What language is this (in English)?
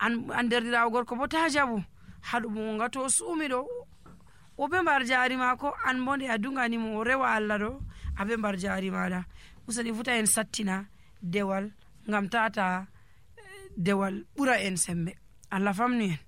Nigerian Fulfulde